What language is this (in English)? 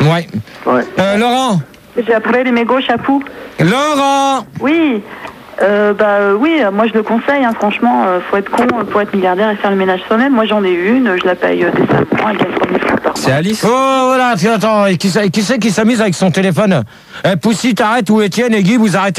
French